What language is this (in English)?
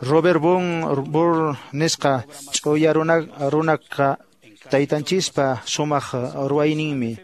Quechua